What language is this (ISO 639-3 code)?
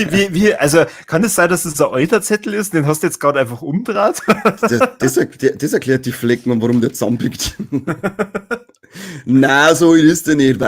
bar